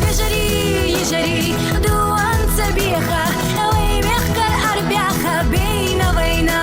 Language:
Ingush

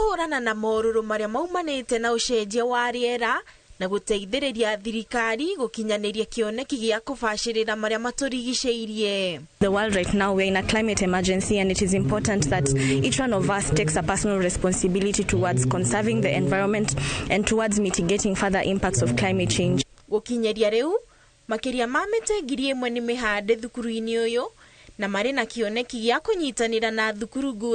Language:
Kikuyu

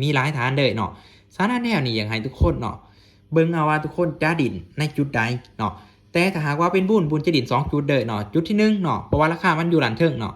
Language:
Lao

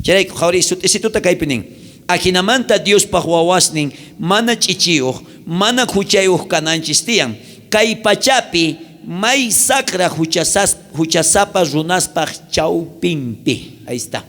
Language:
South Bolivian Quechua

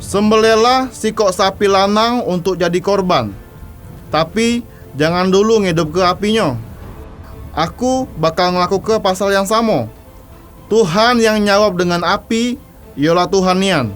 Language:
Musi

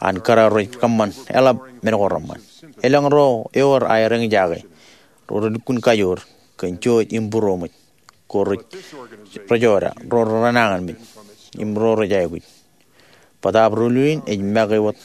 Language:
Marshallese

